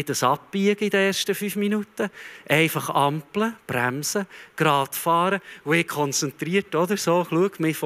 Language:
Swiss German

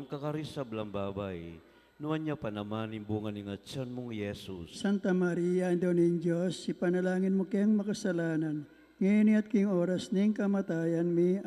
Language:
Pampanga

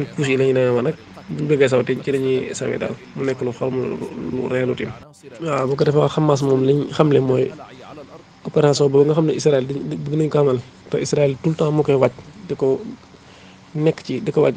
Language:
Wolof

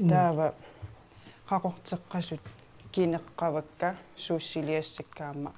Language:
Kalaallisut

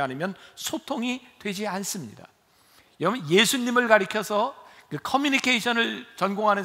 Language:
Korean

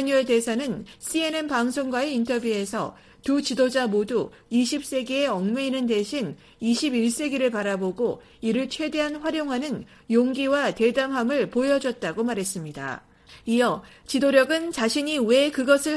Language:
Korean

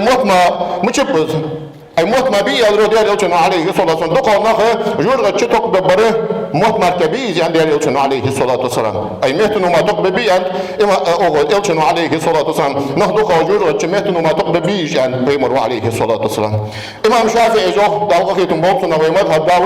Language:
Ingush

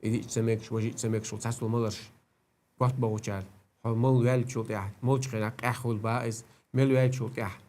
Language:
Chechen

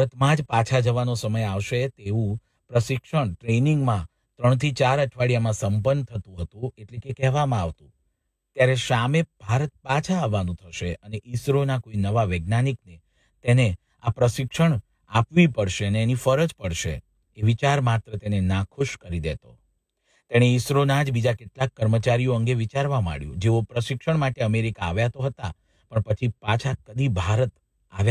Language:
Gujarati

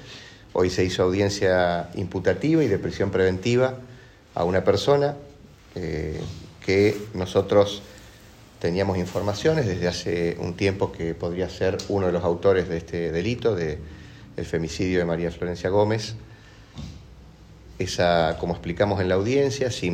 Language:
Spanish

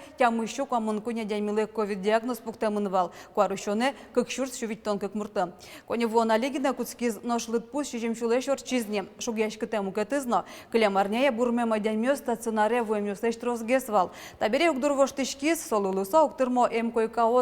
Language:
Udmurt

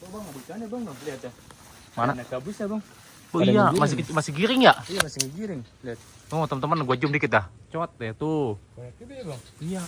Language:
Betawi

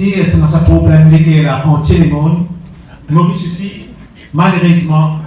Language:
Morisyen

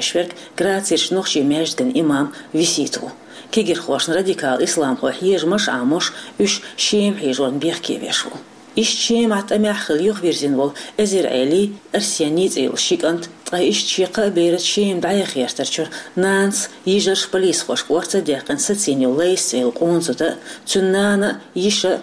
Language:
Chechen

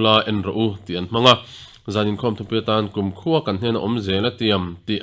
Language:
Mizo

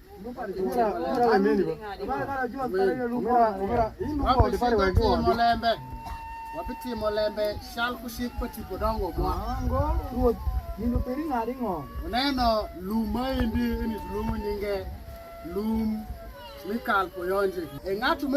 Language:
Alur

